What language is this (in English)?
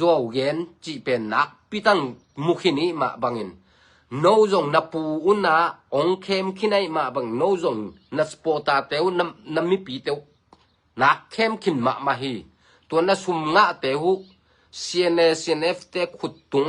Tedim Chin